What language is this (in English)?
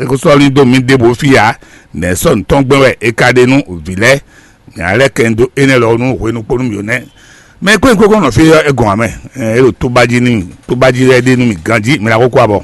Fon